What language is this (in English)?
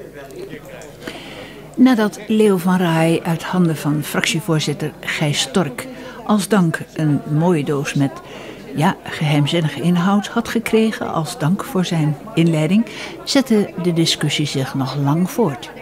Dutch